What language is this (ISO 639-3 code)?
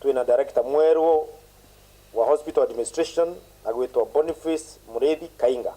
mer